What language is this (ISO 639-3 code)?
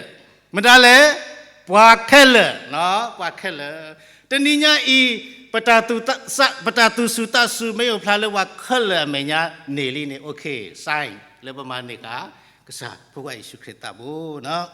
ksw